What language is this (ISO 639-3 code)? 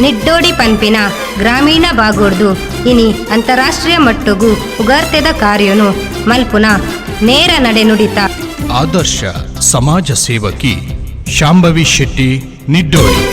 tcy